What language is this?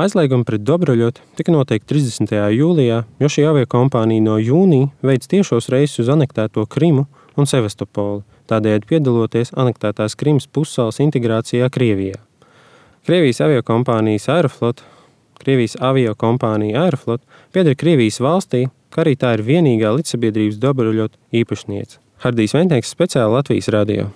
Latvian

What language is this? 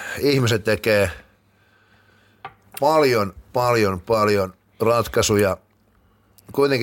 Finnish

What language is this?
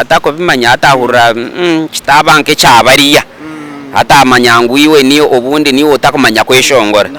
Nyankole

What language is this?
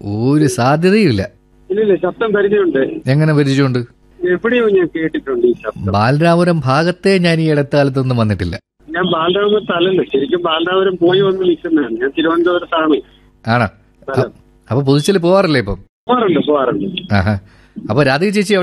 Malayalam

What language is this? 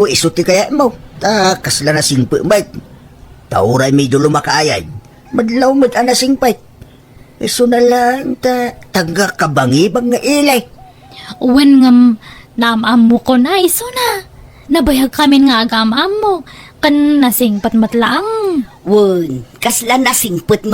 Iloko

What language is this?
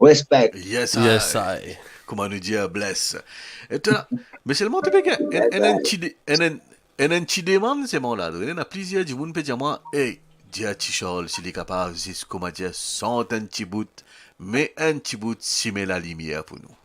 Morisyen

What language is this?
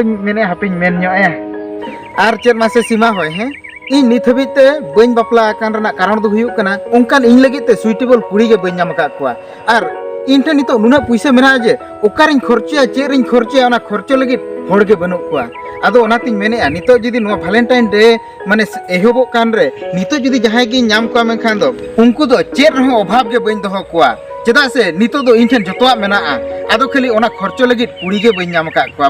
Santali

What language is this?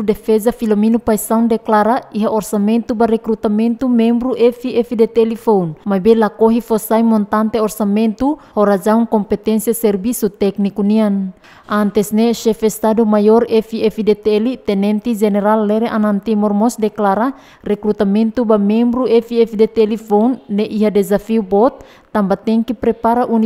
Tetum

